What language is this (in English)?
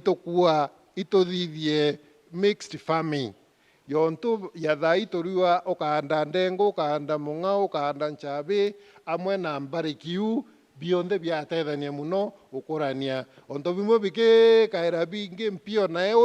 Meru